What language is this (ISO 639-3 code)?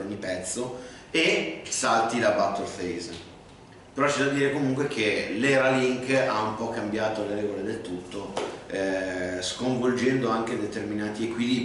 ita